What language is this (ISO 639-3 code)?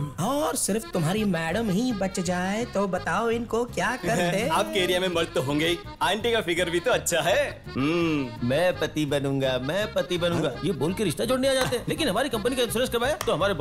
hin